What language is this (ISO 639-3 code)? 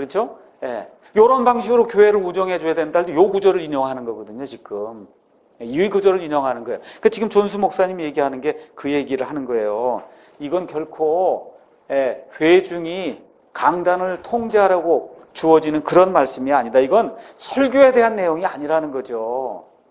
kor